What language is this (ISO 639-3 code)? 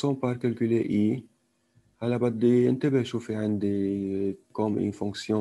apc